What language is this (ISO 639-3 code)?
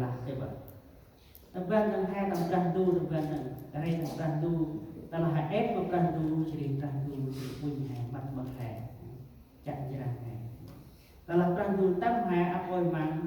cmo